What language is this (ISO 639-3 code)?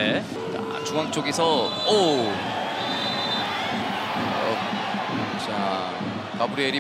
kor